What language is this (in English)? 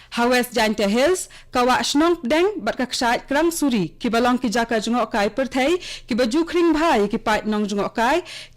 Khasi